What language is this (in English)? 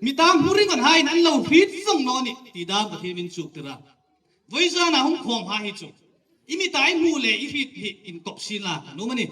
Hmar